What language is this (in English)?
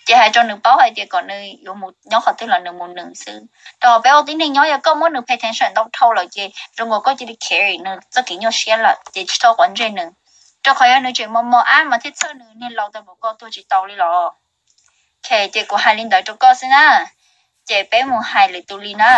Hmong